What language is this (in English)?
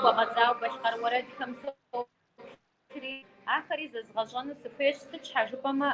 Kabardian